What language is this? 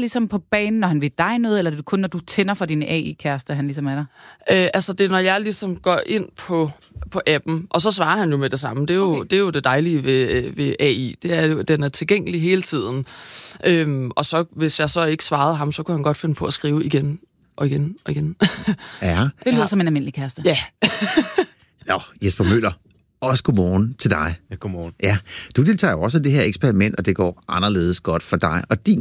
Danish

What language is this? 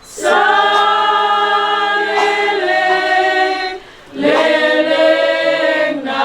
Batak Toba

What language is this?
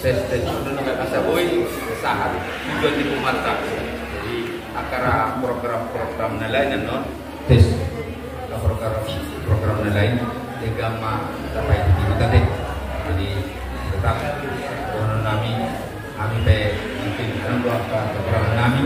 Batak Toba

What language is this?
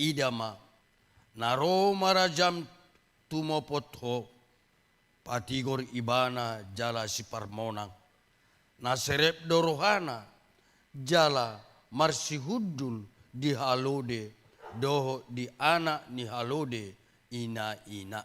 Batak Toba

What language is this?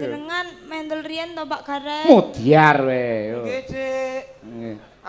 Javanese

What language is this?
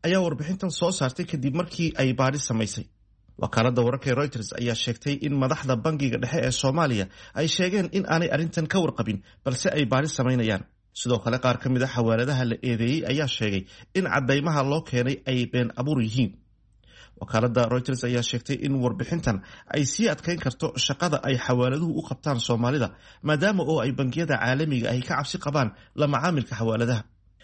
Somali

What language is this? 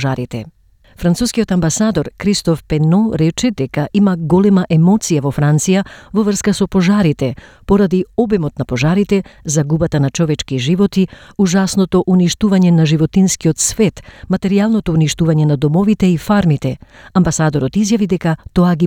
Macedonian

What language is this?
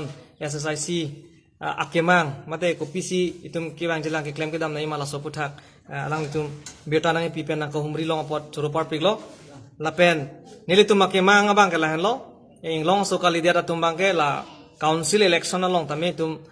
Karbi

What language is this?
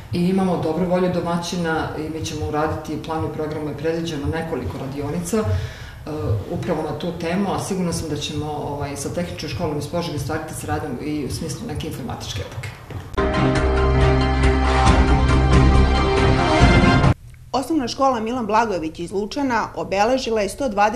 Serbian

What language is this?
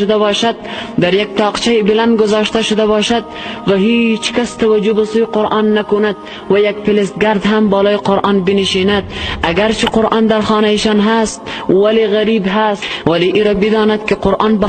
Tajik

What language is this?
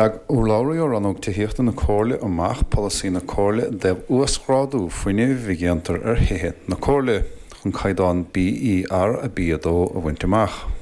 Irish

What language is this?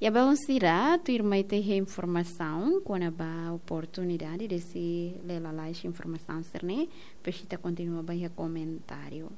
Tetum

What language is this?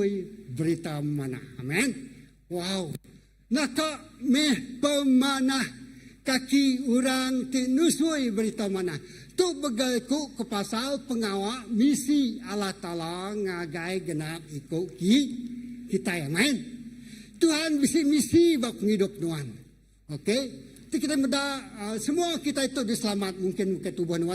Iban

